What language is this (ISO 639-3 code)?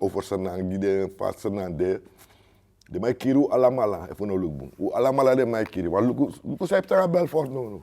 srn